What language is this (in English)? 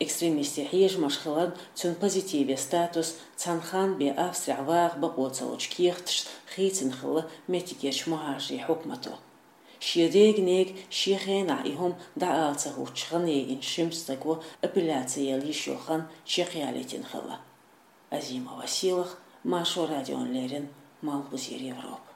Chechen